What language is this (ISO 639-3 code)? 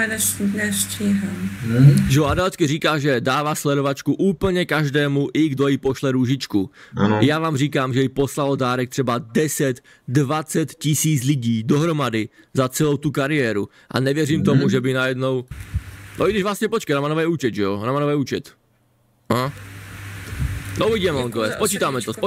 ces